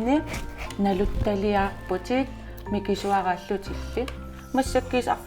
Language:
Kalaallisut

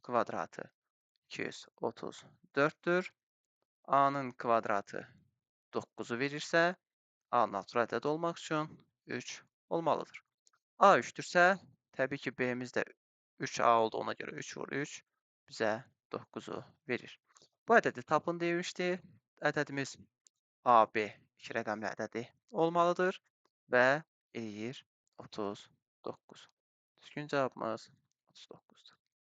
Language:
Azerbaijani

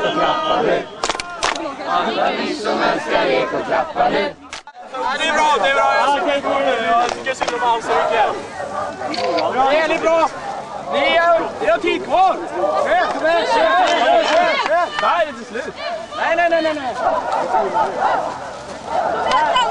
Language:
Swedish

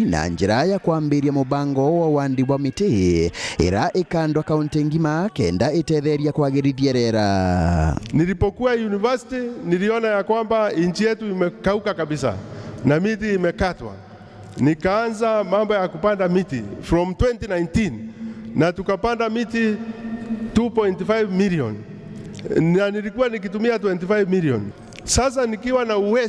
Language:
Meru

